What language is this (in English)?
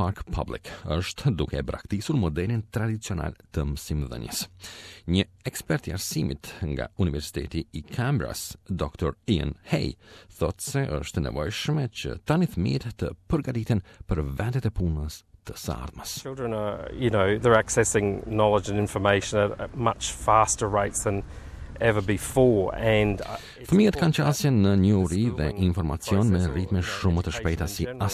Albanian